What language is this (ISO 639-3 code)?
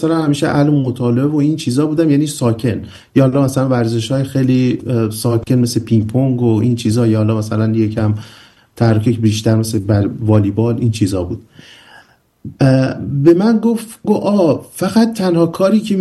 fas